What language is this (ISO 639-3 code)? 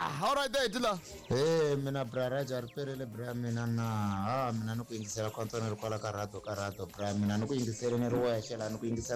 tso